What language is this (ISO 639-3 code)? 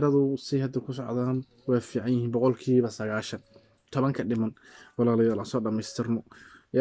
som